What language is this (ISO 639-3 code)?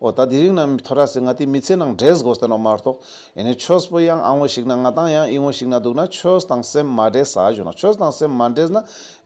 lbj